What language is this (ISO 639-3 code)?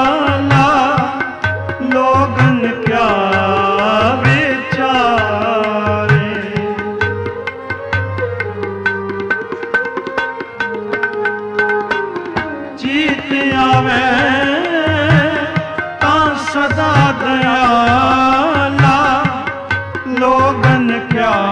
pan